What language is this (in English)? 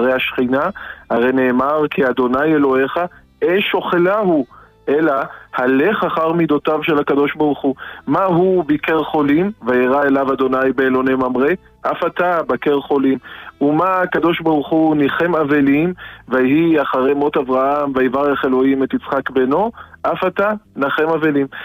Hebrew